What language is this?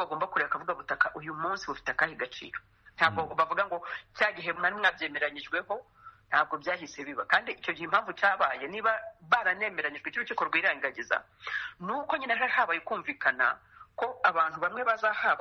Kinyarwanda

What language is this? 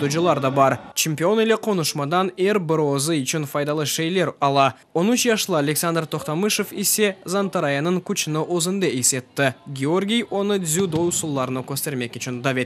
Crimean Tatar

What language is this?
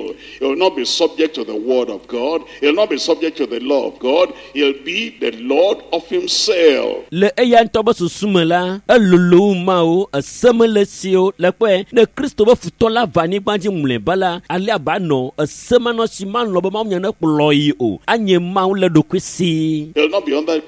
Ewe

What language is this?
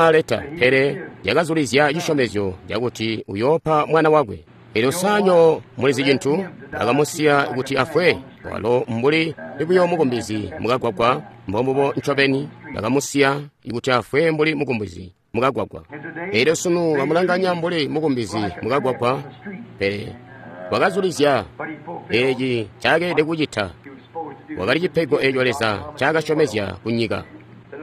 Tonga (Zambia)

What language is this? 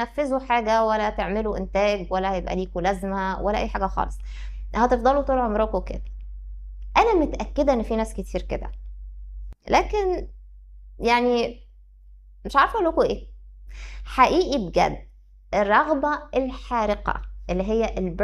Egyptian Arabic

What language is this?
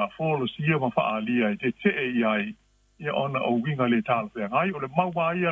Samoan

